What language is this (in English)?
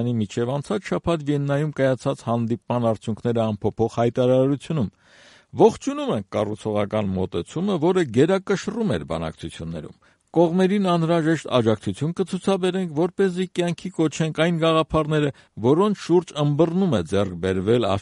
Armenian